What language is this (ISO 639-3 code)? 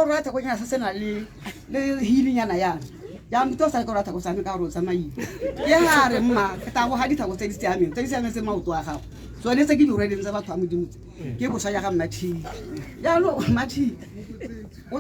tsn